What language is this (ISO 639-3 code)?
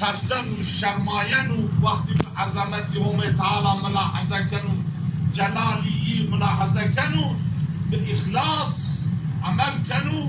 zza